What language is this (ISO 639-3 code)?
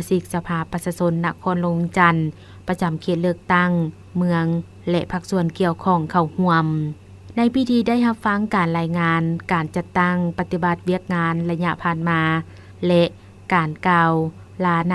lao